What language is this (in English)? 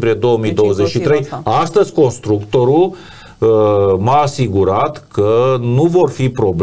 Romanian